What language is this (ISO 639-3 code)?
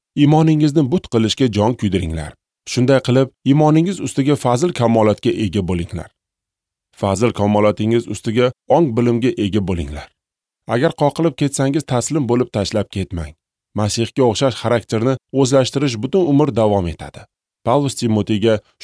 uzb